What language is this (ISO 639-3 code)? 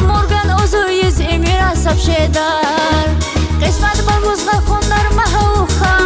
tab